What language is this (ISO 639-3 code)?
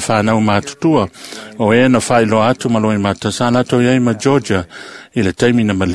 smo